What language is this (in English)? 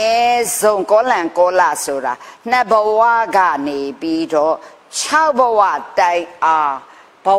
Burmese